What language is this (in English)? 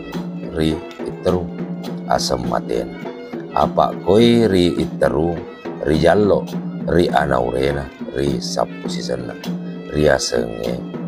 Buginese